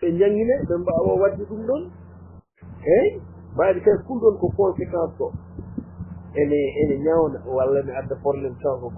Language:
Fula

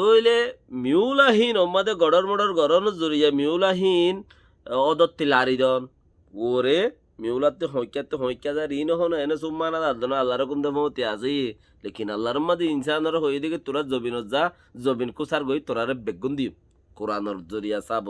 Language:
Rohingya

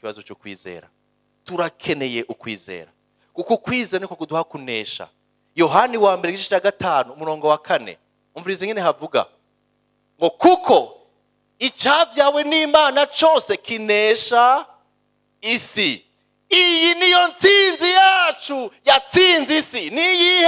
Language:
Rundi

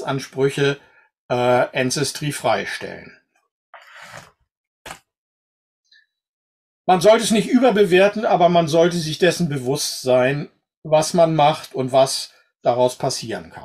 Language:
German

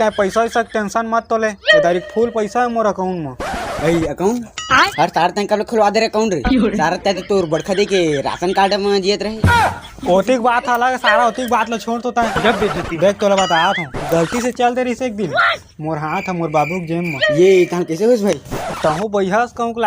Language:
Chhattisgarhi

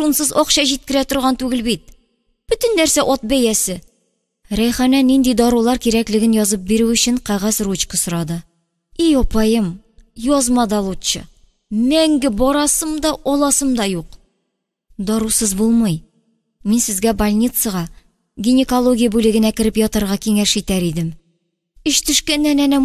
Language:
Tatar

